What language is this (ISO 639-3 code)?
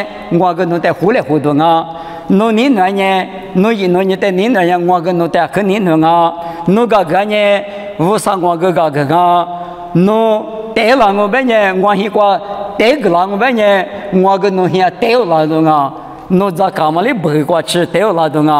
lis